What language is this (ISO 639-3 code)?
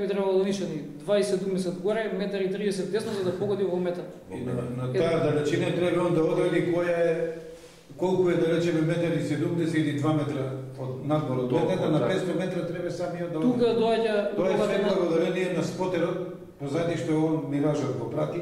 mkd